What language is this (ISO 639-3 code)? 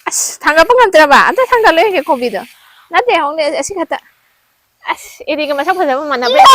mni